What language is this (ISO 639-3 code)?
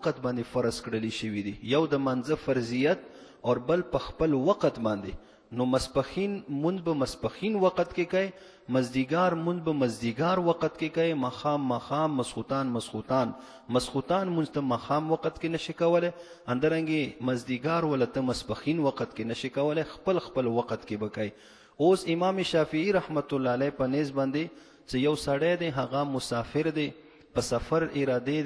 pus